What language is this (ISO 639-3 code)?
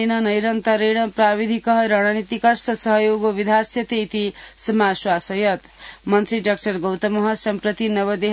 san